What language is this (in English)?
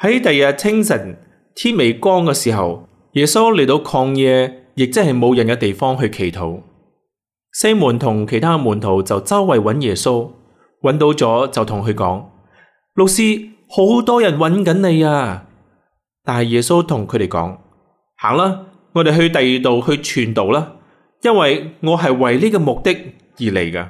Cantonese